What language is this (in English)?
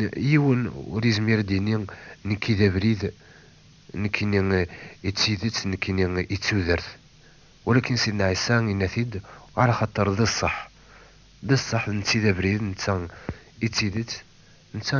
Kabyle